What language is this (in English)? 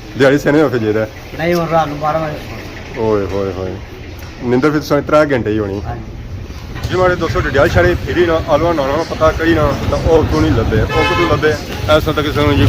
Pahari-Potwari